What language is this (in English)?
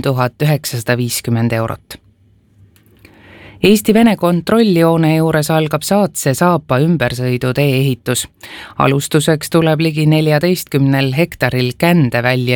Estonian